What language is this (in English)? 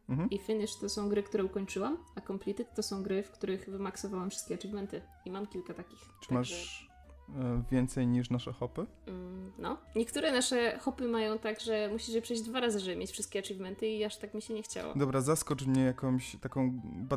Polish